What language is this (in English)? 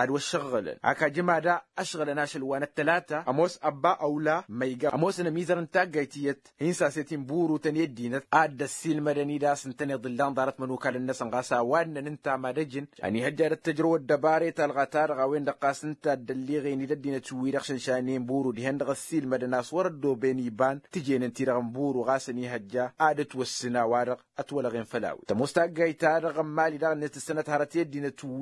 Tamasheq